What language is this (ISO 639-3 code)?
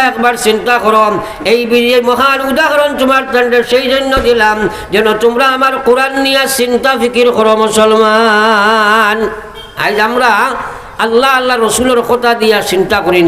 syl